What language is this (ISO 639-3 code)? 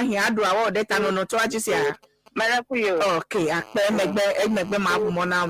ewe